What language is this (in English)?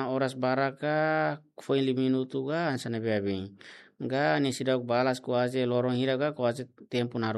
Tetum